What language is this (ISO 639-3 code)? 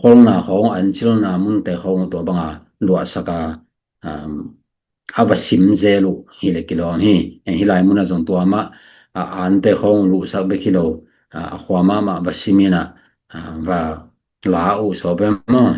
ctd